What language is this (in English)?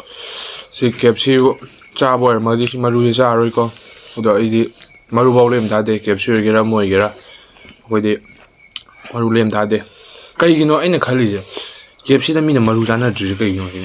Manipuri